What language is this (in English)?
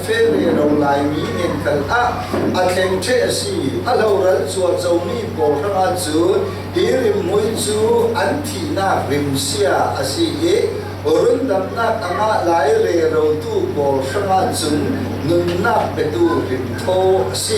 Falam Chin